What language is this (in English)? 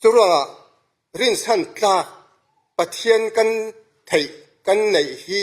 Falam Chin